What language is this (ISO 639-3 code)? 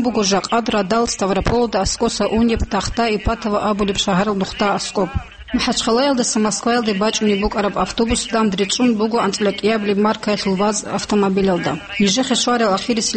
ava